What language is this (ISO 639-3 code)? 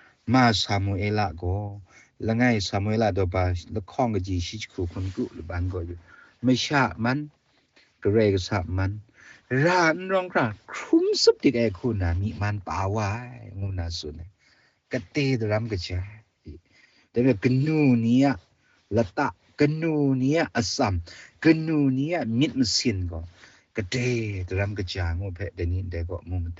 kac